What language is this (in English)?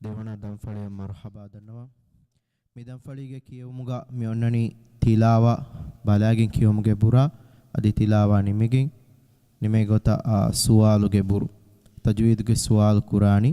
Divehi